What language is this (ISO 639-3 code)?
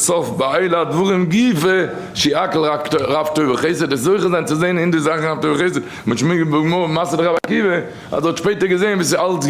yid